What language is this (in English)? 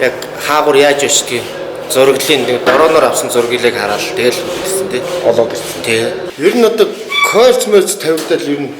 Mongolian